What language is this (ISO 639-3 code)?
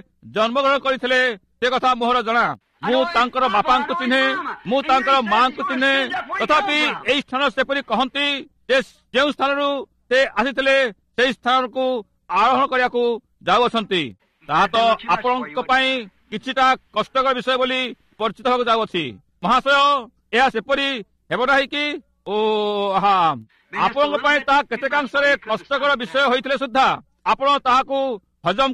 ori